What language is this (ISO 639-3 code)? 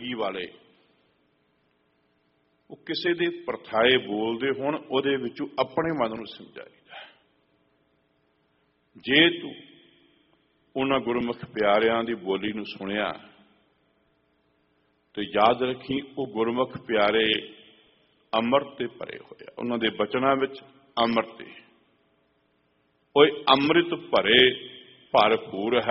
pan